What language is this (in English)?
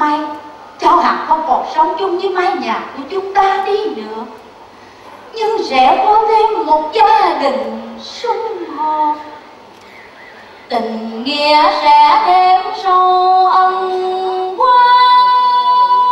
Vietnamese